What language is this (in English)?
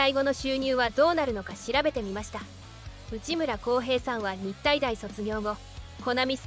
Japanese